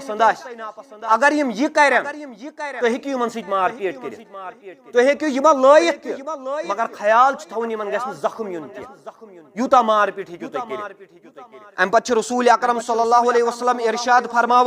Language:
Kashmiri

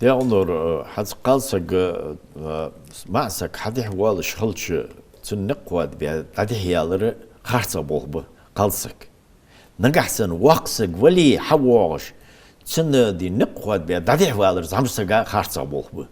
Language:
Ingush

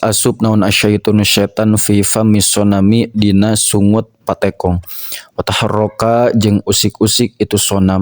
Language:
Sundanese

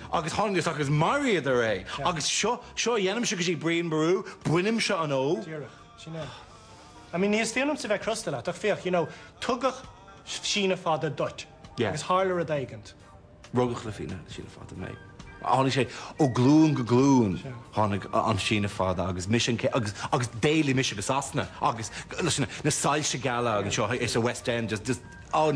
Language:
Irish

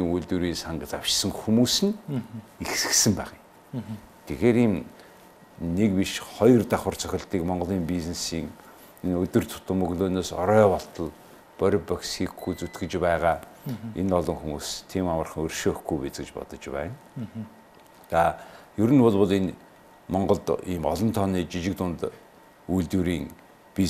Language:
Mongolian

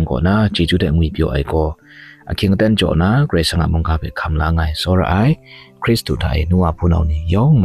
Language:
Kachin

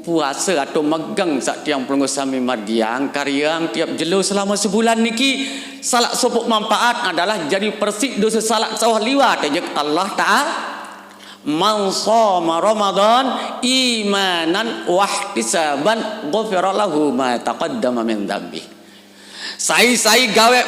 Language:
Sasak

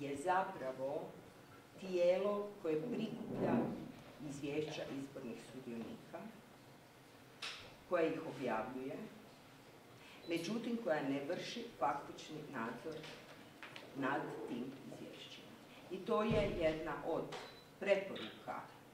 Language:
Croatian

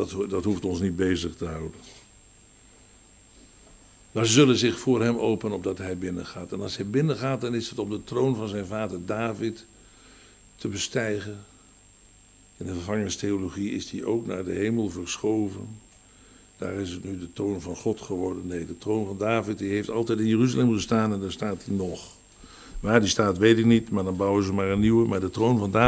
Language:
Dutch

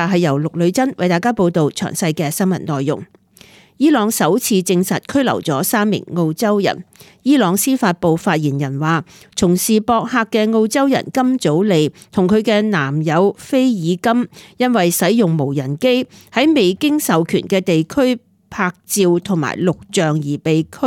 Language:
Cantonese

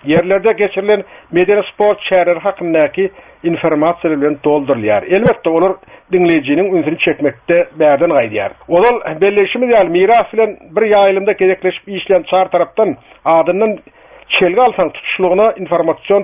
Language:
Turkmen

